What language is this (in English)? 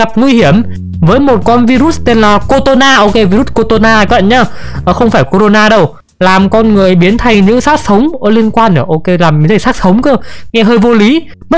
Vietnamese